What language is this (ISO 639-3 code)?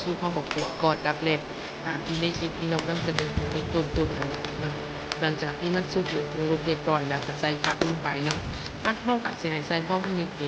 lao